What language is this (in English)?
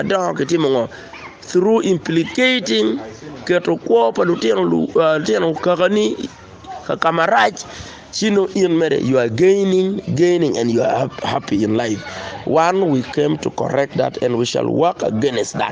Acoli